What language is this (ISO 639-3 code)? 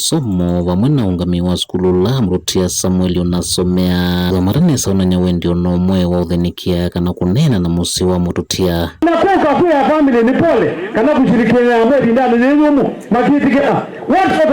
kam